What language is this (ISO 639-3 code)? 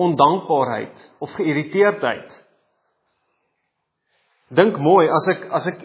afr